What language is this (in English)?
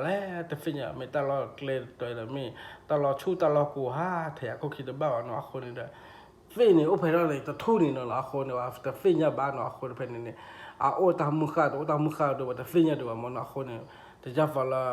S'gaw Karen